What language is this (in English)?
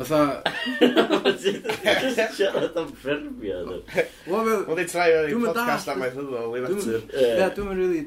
Welsh